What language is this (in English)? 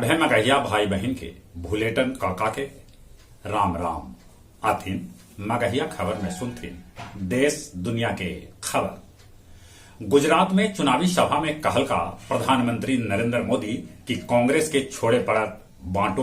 Magahi